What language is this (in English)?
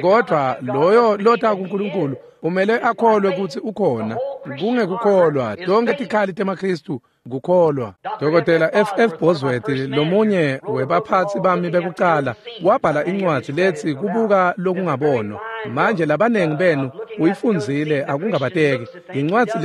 Swati